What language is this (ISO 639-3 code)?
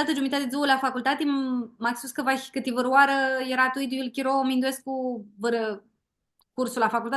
rup